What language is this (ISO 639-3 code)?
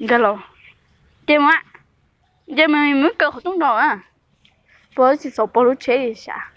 hmn